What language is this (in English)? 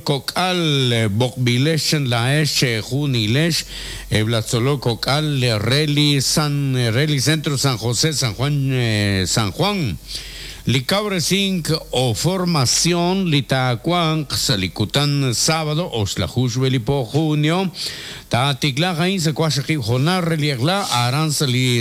Kekchí